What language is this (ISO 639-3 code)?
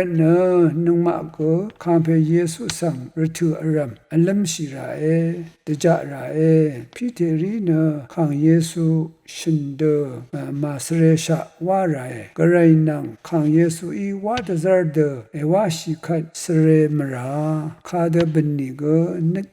raw